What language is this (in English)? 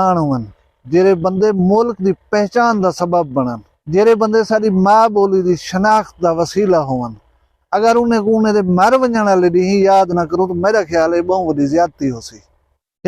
Saraiki